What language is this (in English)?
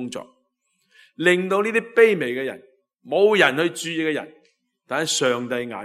Cantonese